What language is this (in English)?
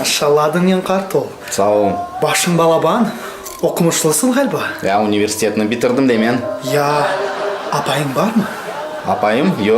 Crimean Tatar